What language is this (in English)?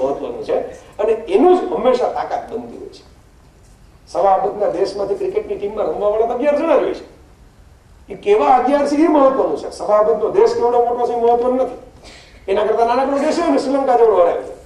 Gujarati